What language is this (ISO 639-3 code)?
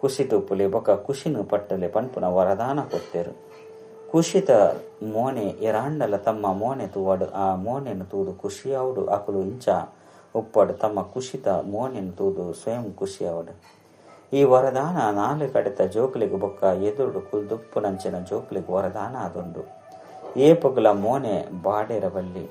tcy